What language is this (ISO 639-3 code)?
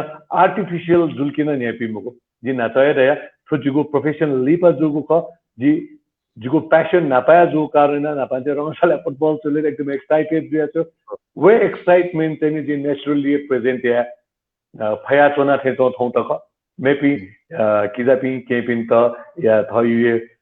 new